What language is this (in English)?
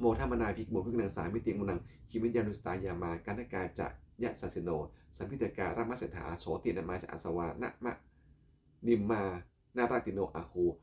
Pali